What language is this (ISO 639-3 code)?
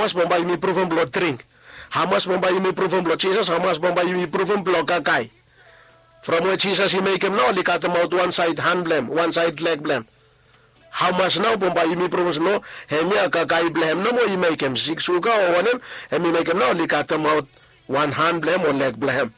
bis